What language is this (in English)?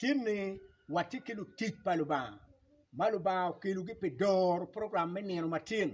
Acoli